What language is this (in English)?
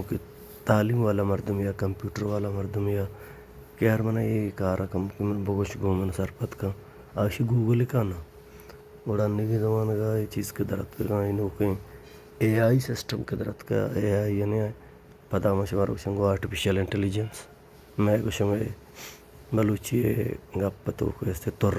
Baluchi